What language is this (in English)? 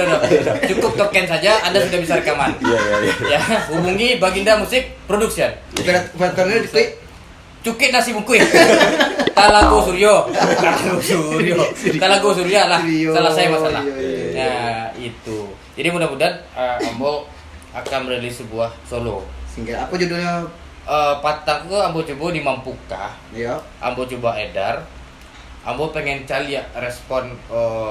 Minangkabau